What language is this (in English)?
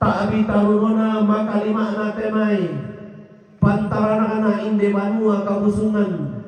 Toraja-Sa'dan